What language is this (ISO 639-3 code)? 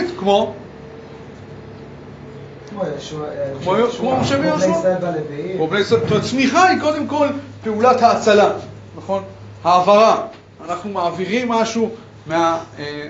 heb